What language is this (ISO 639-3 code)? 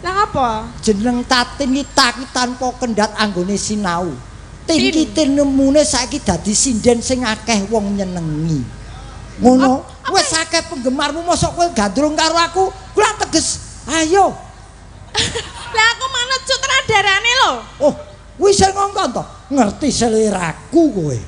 jav